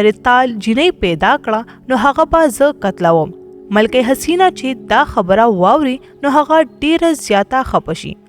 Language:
Pashto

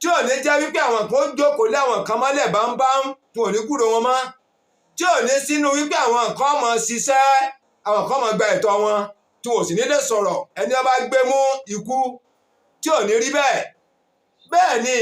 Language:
Yoruba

